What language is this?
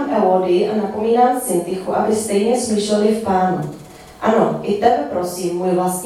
Czech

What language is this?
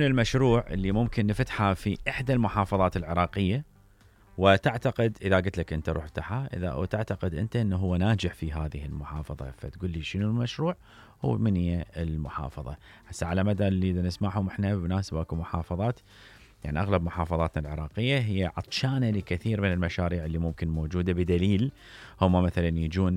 Mesopotamian Arabic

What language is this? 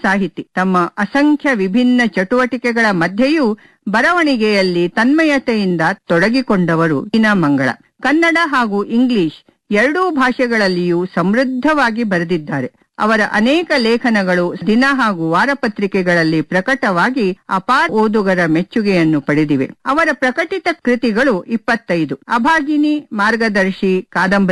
Kannada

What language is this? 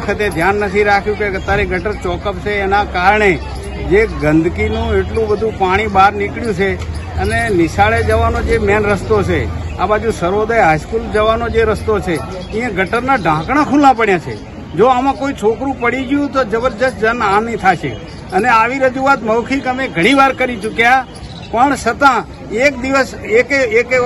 Gujarati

